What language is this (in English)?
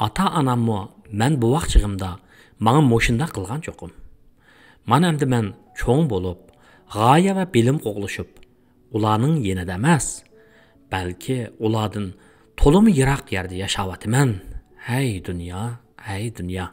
Uyghur